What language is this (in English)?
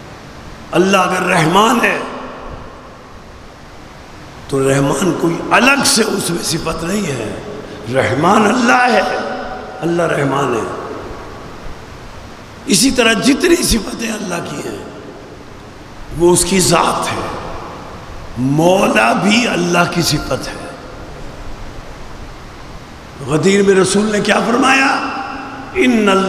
Urdu